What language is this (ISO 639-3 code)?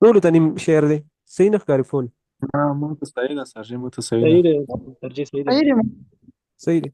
pus